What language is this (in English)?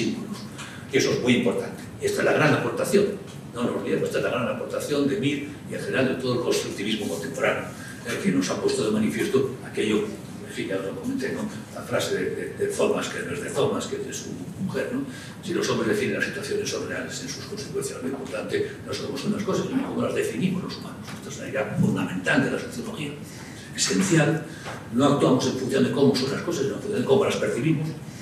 Spanish